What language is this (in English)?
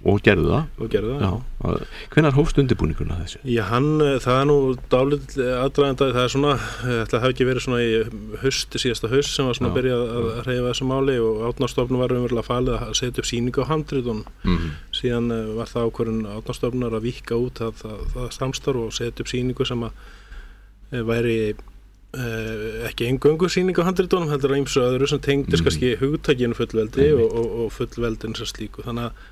Icelandic